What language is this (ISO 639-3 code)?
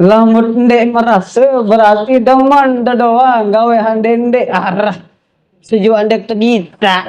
sas